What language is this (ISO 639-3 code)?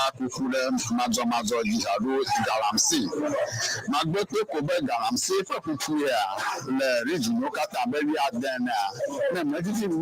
ewe